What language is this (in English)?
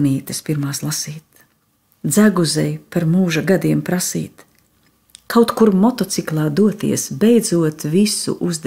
Latvian